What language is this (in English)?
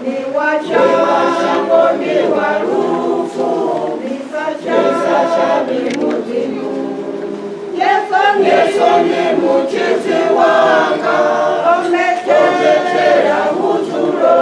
Venda